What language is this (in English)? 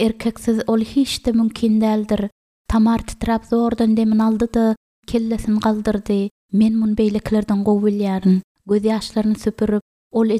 Turkmen